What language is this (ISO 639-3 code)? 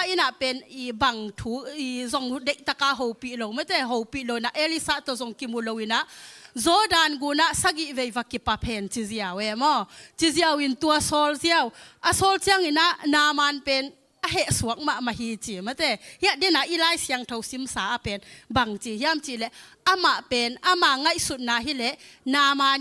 ctd